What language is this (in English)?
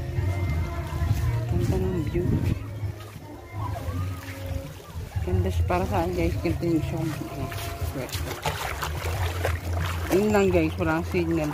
Filipino